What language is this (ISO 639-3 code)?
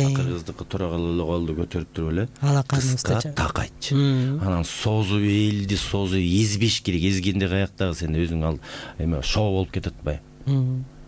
kir